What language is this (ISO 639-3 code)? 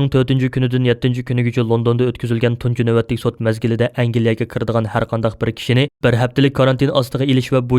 uig